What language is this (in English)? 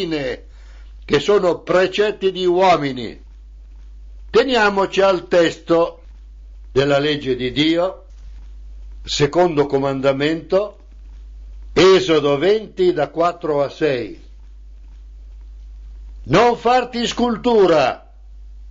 Italian